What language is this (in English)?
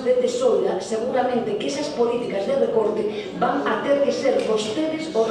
Galician